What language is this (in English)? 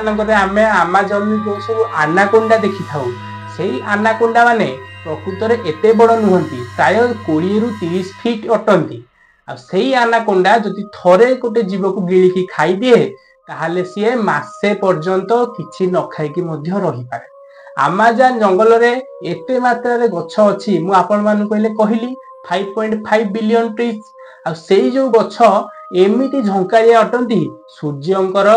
Odia